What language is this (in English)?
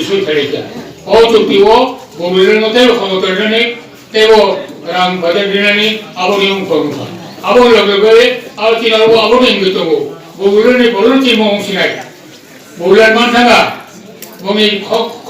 Kok Borok